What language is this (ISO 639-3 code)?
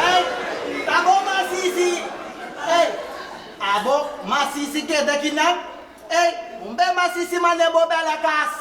pap